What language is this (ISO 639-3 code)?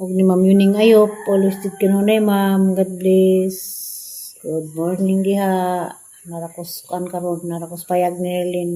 ceb